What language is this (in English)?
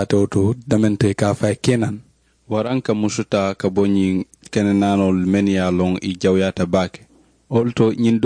Mandingo